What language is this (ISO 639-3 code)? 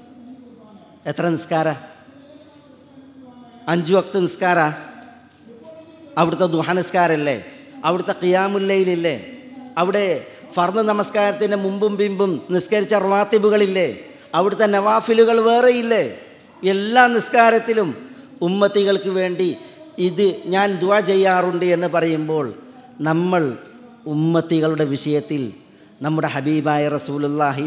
mal